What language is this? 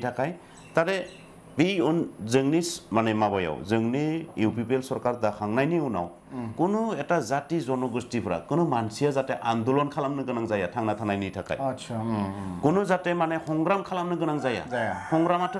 Bodo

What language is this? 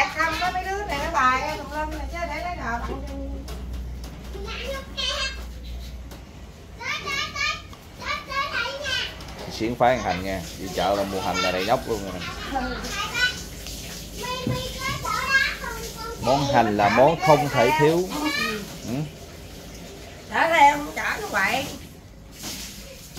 Vietnamese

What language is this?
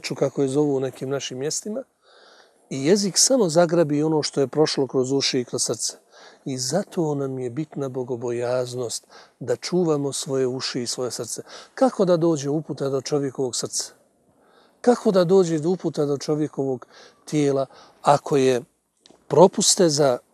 Bosnian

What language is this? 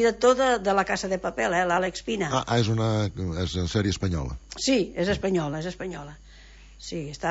Catalan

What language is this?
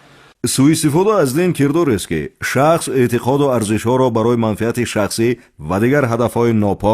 Tajik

